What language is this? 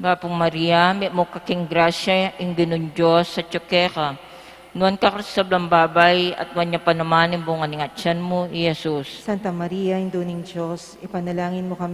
Pampanga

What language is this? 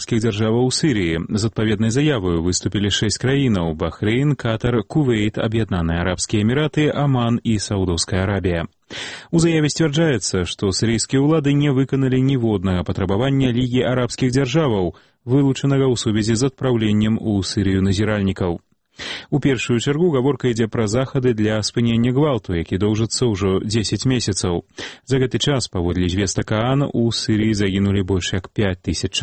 Belarusian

